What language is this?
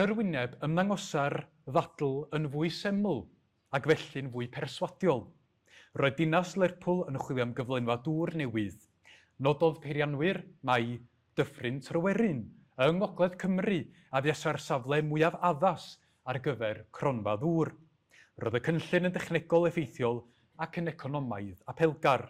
Welsh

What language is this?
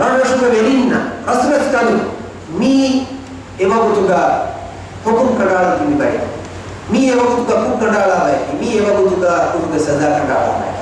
Divehi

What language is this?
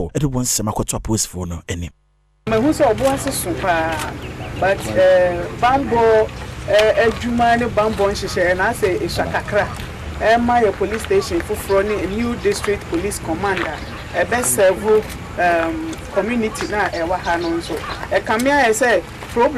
Akan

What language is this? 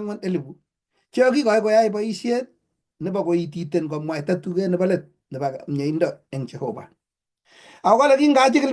Kalenjin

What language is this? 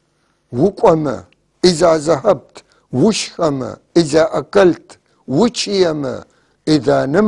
North Levantine Arabic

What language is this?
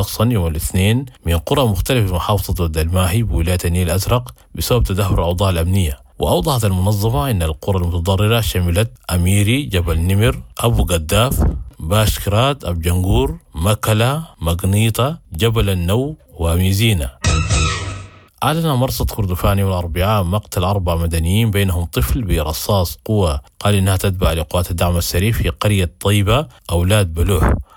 Sudanese Arabic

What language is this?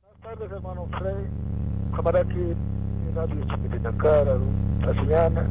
Aymara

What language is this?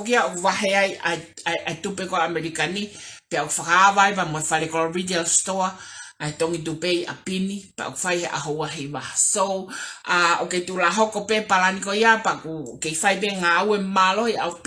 Tongan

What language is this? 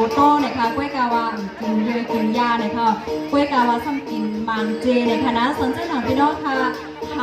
Shan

